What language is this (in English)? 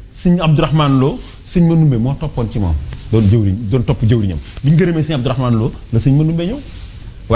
Wolof